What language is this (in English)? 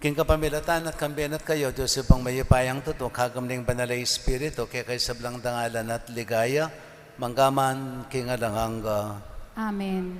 Pampanga